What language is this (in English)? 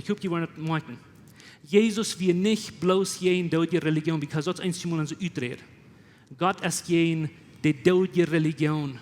Plautdietsch